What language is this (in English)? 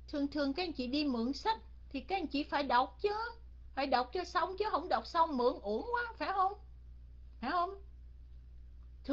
Vietnamese